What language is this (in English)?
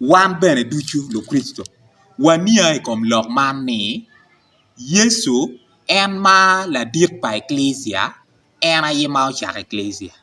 Acoli